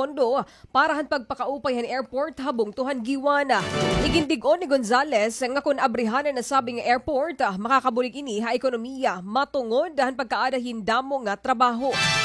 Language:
Waray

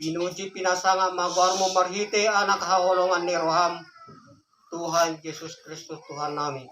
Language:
Batak Toba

